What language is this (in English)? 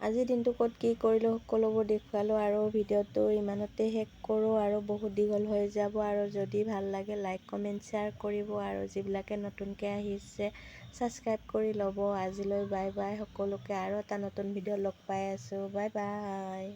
Assamese